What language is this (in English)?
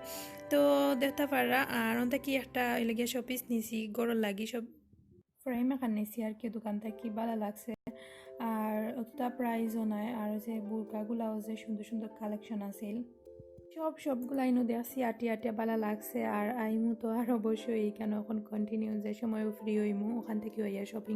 Sylheti